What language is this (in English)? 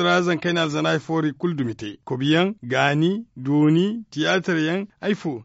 Zarma